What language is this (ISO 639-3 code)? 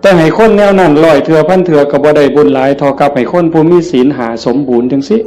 tts